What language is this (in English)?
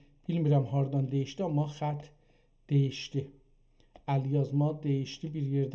South Azerbaijani